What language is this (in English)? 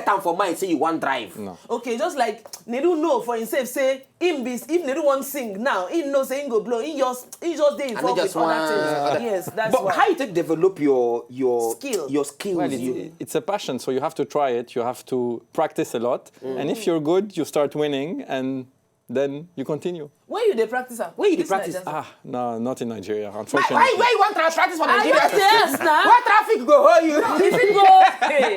Nigerian Pidgin